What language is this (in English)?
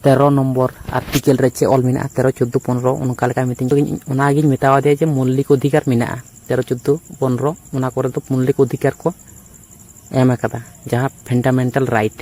Santali